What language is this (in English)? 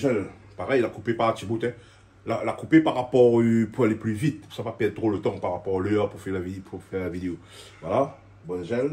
Réunion Creole French